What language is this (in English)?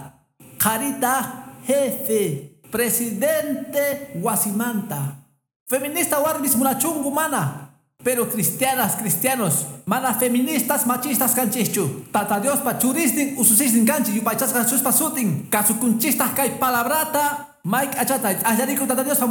Quechua